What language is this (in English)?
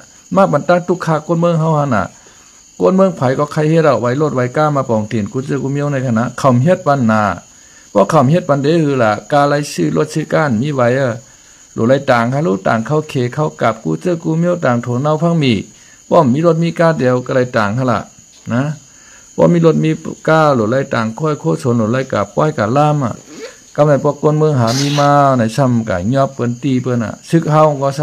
Shan